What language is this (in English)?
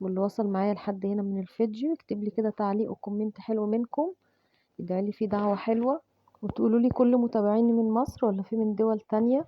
Egyptian Arabic